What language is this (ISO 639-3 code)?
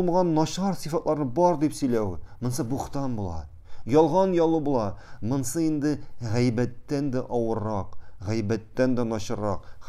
tat